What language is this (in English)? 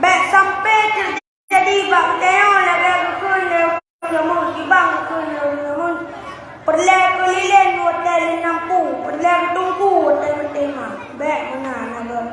Achinese